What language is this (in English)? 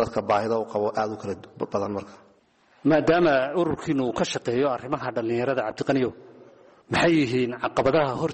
Somali